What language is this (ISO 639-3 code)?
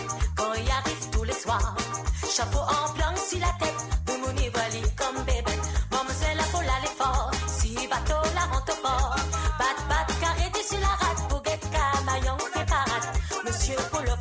mfe